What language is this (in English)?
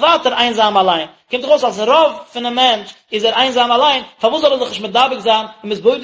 Yiddish